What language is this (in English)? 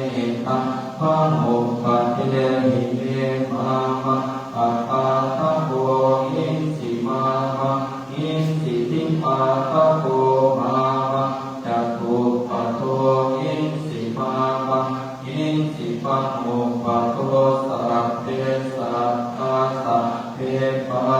Pali